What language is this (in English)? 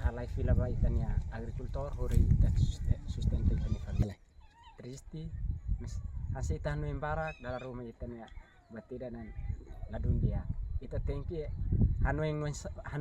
Tetum